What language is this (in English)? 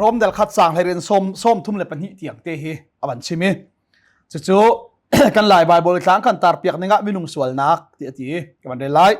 Hakha Chin